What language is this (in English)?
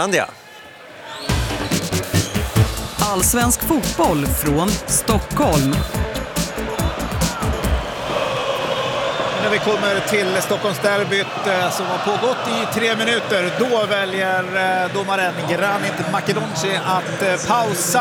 Swedish